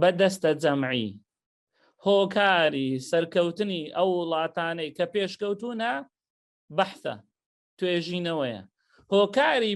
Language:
Central Kurdish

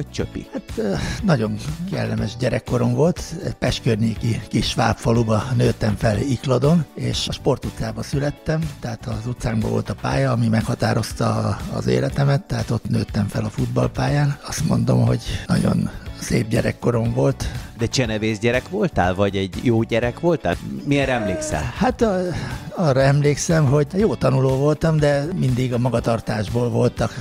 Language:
Hungarian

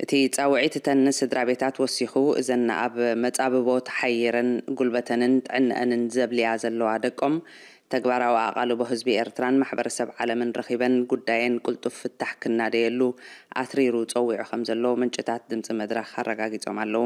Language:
Tigrinya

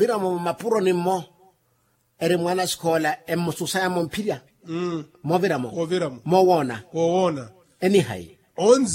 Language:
Makhuwa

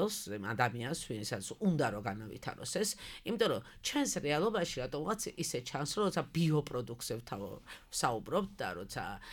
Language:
Georgian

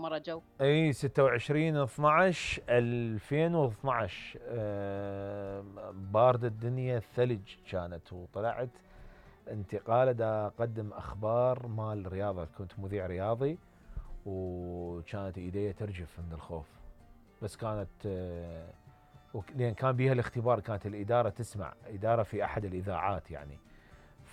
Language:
Mesopotamian Arabic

